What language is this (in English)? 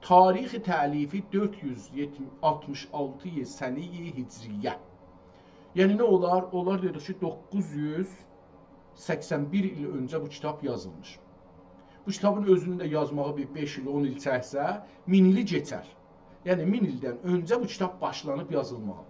South Azerbaijani